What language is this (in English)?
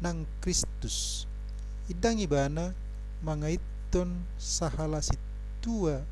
Batak Toba